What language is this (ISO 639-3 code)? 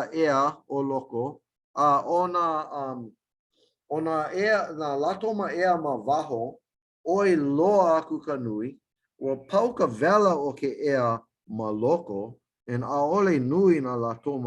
haw